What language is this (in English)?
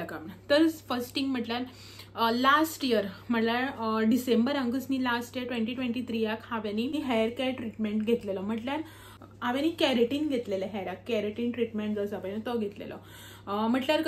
Konkani